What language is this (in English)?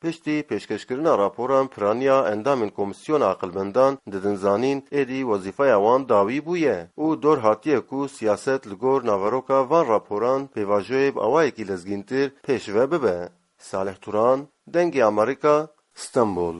Kurdish